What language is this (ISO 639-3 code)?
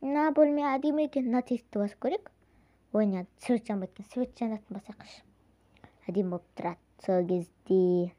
kaz